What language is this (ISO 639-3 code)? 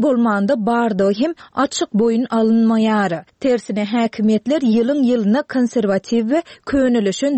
tuk